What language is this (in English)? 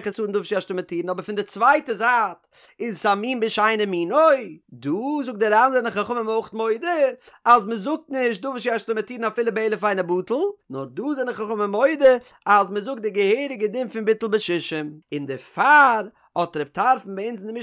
Yiddish